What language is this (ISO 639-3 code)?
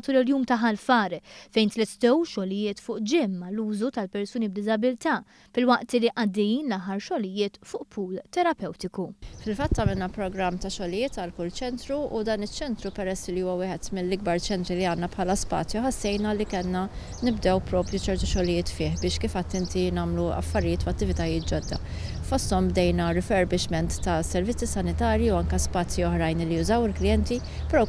mlt